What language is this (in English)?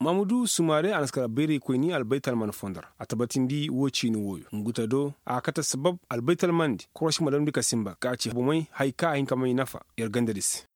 Koyraboro Senni